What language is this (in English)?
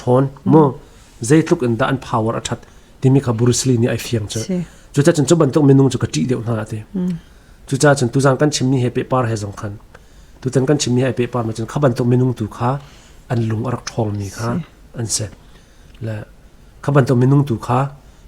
Hakha Chin